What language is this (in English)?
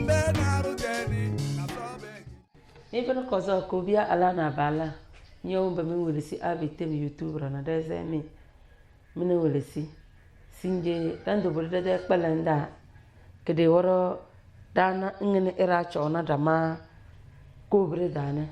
Tem